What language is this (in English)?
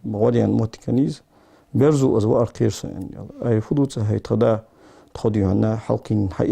Ingush